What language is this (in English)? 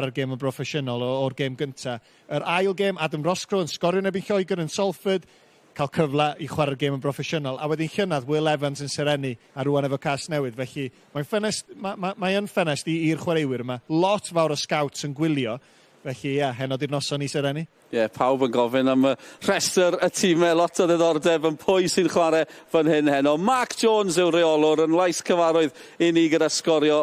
Welsh